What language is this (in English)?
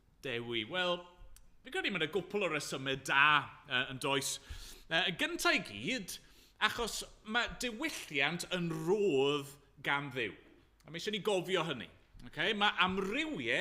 Welsh